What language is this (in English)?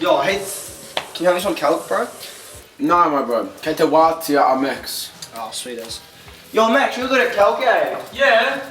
Māori